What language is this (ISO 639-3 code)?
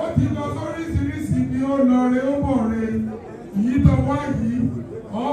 yor